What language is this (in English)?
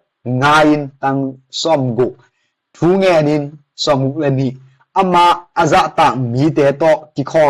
Tedim Chin